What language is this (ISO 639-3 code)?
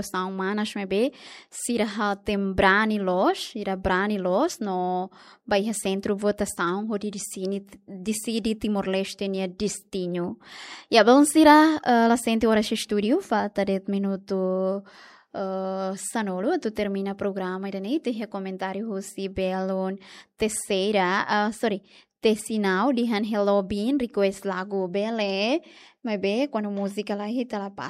tet